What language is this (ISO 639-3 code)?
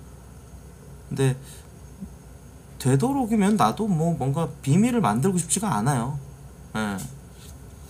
kor